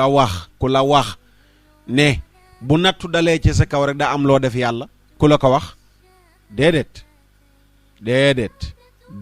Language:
Wolof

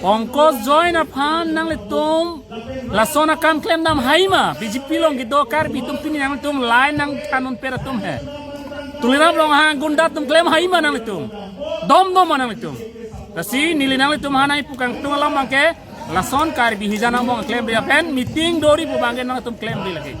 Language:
Karbi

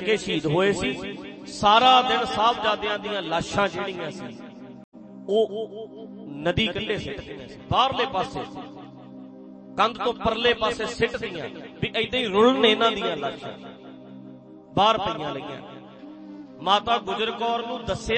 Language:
Punjabi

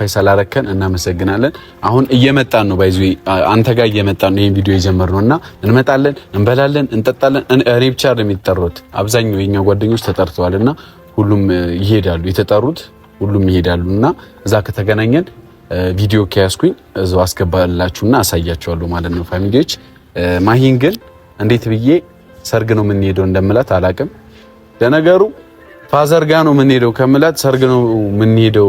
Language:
Amharic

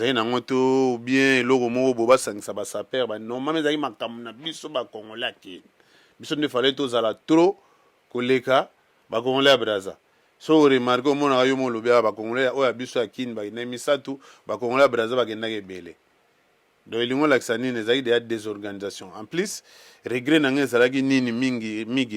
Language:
Lingala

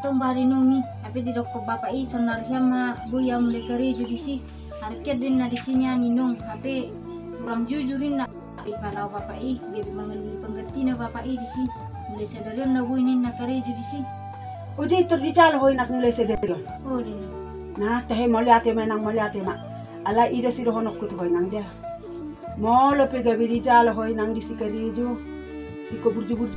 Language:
Batak Toba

